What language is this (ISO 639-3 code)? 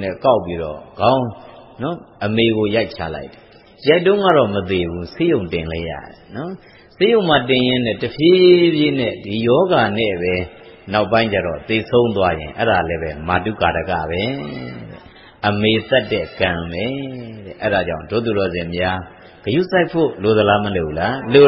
mya